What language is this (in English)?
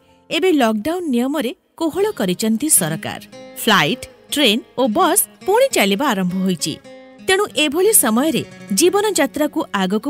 Odia